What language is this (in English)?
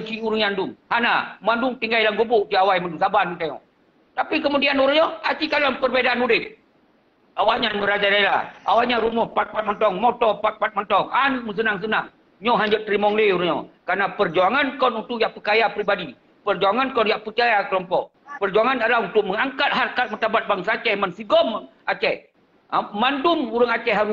Achinese